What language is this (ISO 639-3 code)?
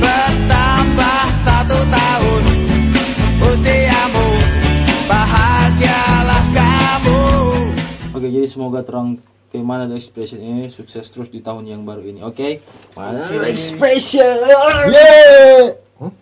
xmm